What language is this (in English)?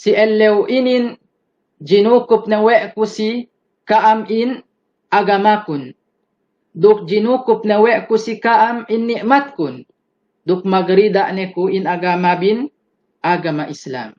Yakan